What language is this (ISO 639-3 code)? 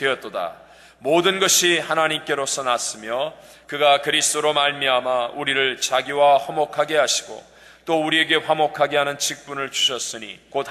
kor